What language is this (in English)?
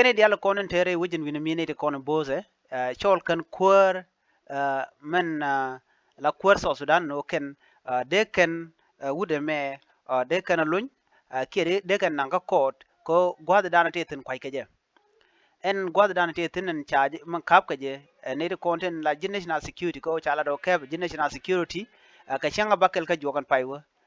Nuer